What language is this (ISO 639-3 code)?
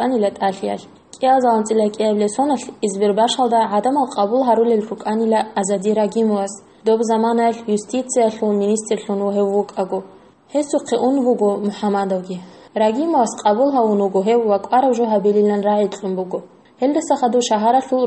ava